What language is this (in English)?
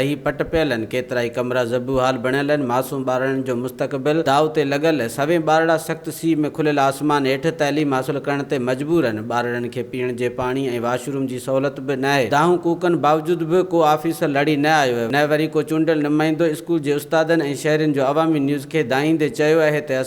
Sindhi